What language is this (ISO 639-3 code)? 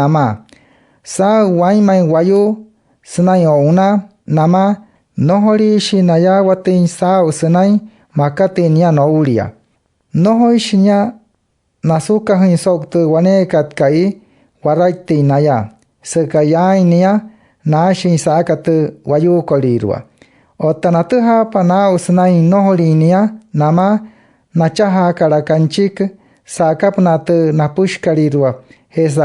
guc